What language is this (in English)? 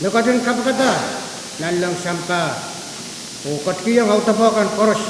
Pohnpeian